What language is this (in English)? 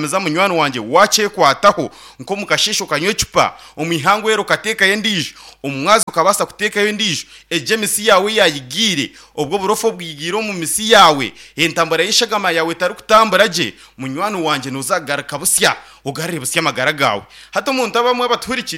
Nyankole